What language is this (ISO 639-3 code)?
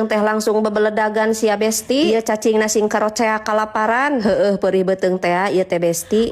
sun